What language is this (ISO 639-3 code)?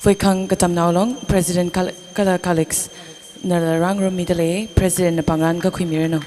nmf